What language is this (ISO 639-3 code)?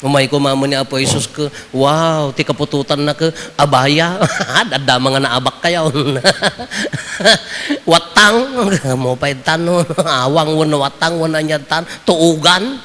ilo